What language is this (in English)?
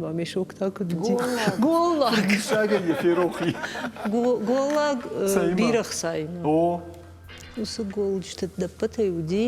Ossetic